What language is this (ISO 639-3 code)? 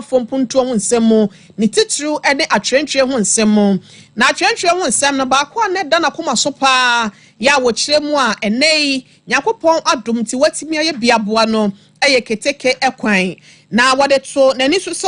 aka